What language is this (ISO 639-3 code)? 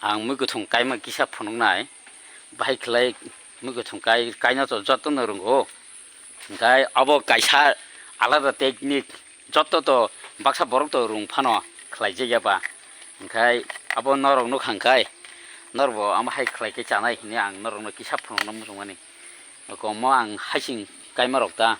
trp